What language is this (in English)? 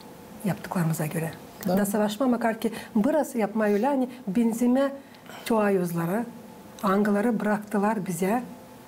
Gagauz